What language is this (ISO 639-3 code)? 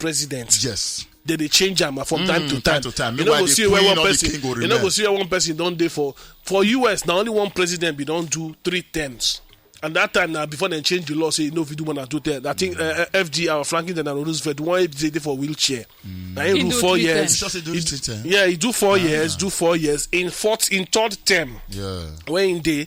pcm